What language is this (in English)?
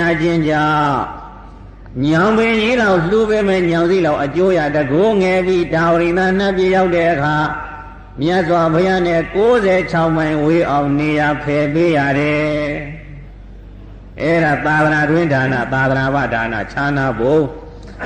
Burmese